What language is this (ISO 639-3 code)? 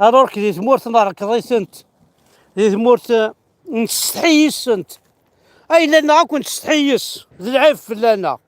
kab